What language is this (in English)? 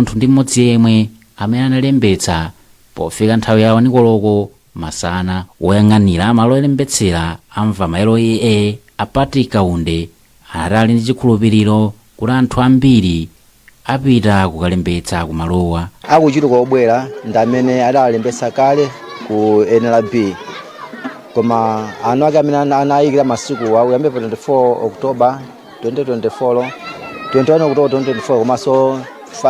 Nyanja